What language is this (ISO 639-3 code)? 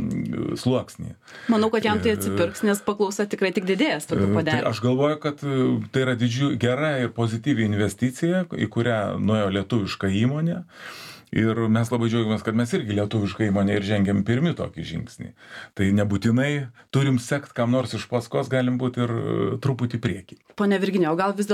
lit